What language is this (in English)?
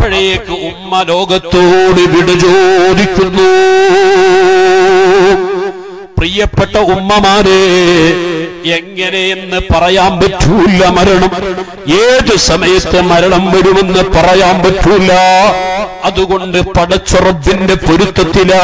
Malayalam